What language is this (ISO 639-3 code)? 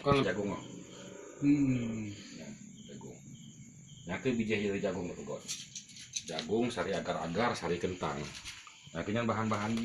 ace